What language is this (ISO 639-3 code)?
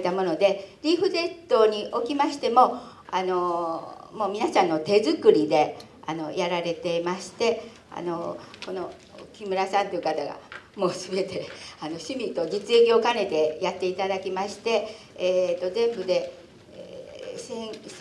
jpn